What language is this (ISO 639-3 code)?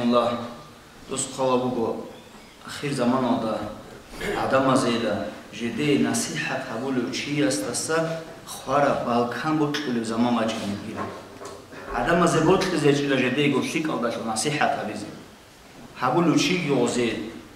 ava